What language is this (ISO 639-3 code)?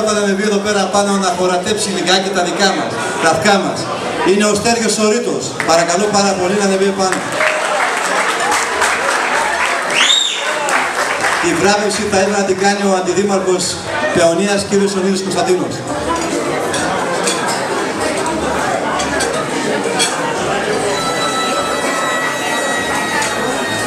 ell